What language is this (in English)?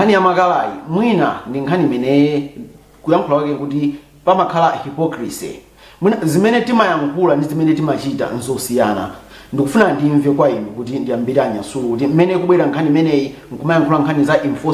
Nyanja